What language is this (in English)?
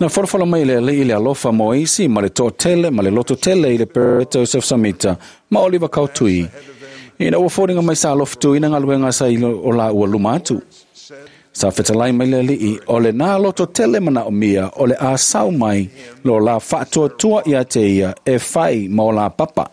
Samoan